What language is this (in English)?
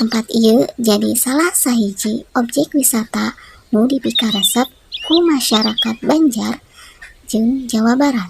Sundanese